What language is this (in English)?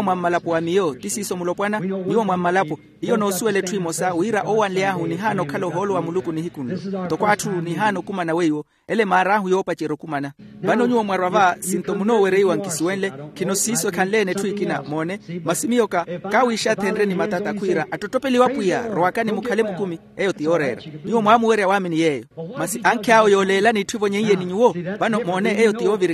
Makhuwa